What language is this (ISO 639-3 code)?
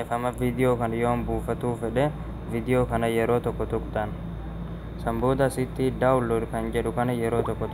orm